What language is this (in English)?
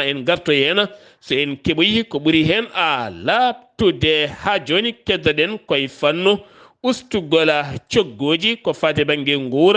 Fula